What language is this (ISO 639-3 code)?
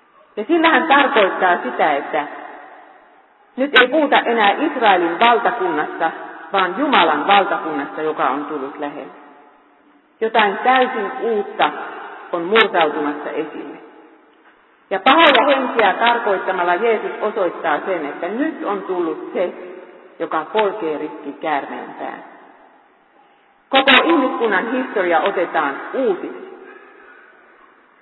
fin